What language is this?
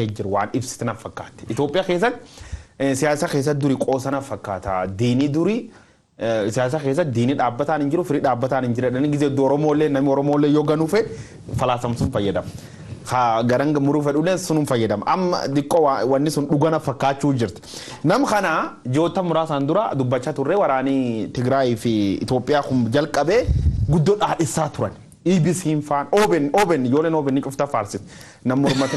Oromo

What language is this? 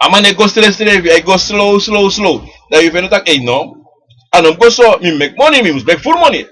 Sranan Tongo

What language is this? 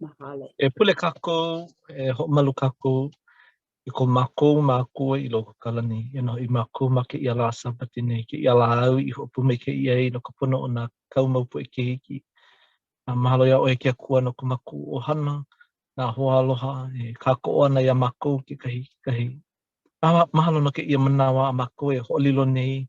Hawaiian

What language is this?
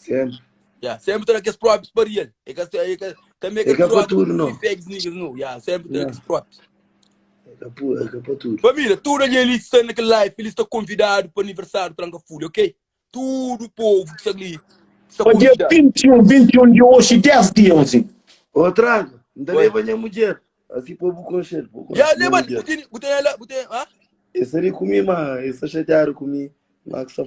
Kabuverdianu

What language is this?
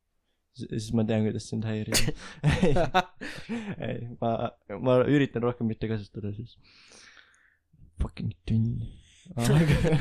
Estonian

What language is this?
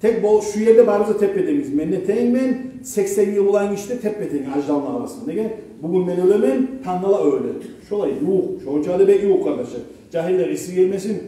Kumyk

